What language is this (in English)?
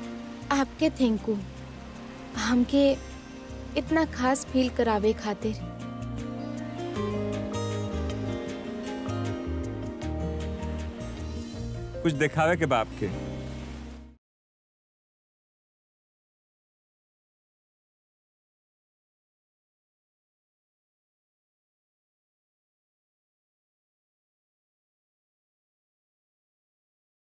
Bhojpuri